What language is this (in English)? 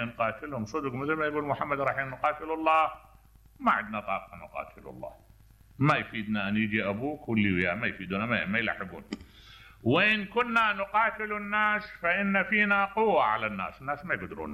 Mesopotamian Arabic